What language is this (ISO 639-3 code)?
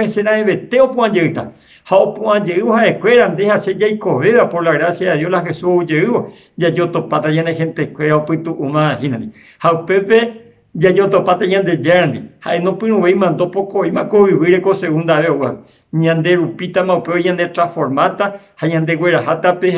grn